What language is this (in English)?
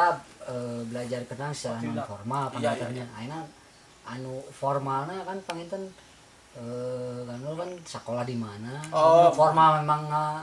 Sundanese